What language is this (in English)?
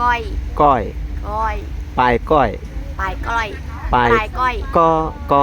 Northeastern Thai